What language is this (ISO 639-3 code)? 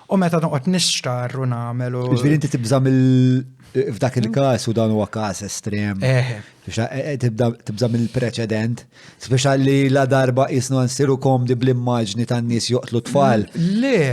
mlt